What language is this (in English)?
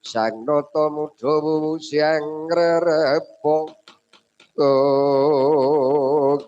Javanese